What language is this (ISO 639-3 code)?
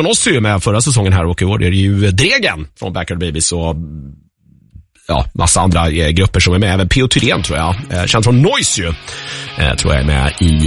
swe